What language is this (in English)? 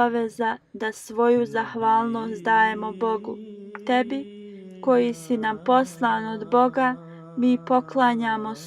Bosnian